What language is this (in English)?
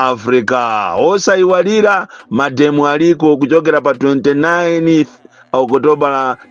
Nyanja